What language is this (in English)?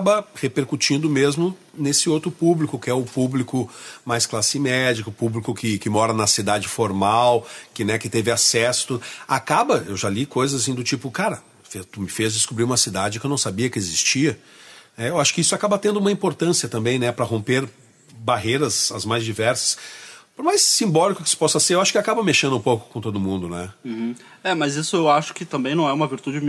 Portuguese